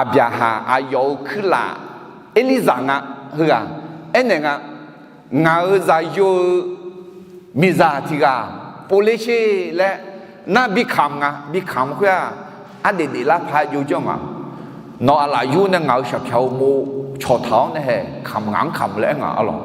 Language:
Akha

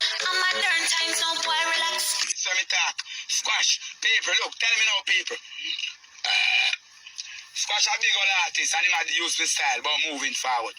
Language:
Jamaican Creole English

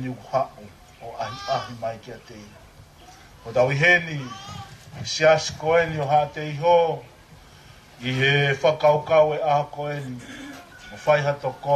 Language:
Tongan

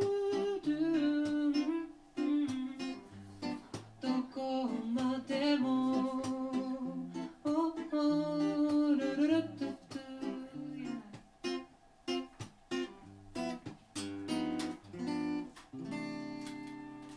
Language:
Japanese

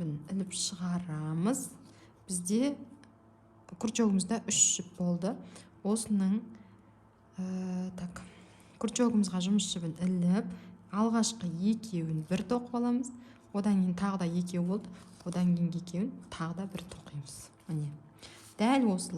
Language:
Kazakh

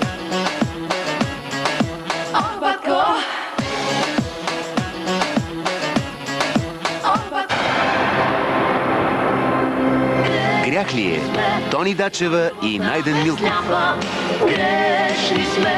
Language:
Bulgarian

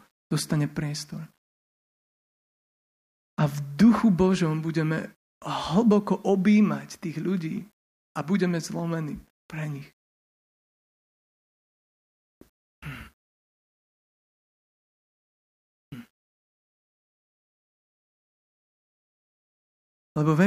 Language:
Slovak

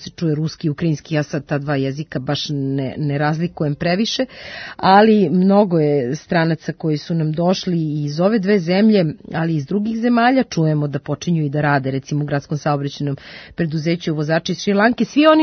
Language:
Serbian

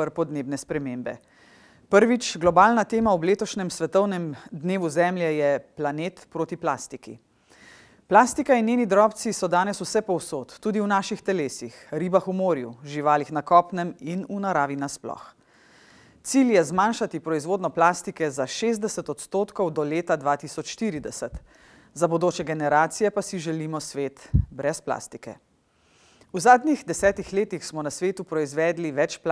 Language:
Slovenian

